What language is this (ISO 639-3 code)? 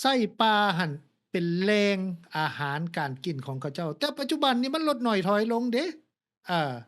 lao